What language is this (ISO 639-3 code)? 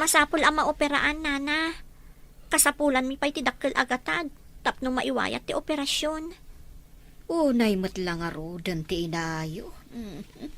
ilo